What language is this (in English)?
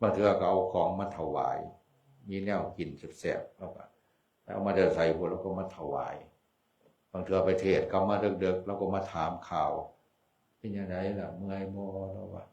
Northeastern Thai